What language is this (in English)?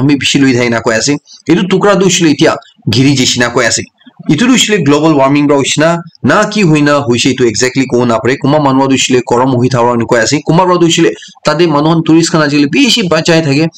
Naga Pidgin